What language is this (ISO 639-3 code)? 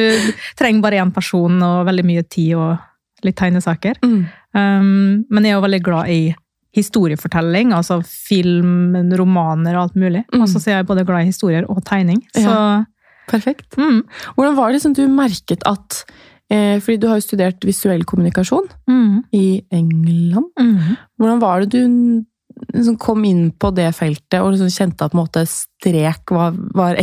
nor